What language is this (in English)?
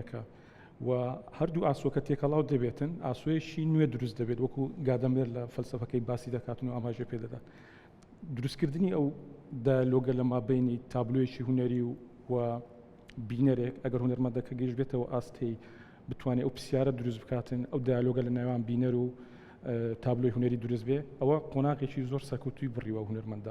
Central Kurdish